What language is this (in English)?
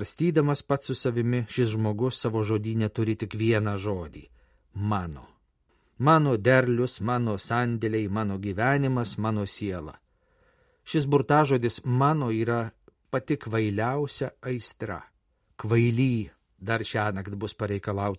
Lithuanian